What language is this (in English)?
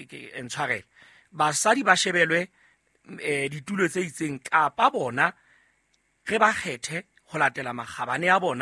Southern Sotho